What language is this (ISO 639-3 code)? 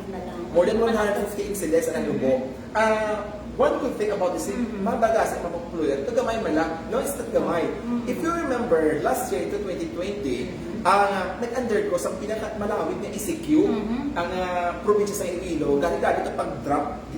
hil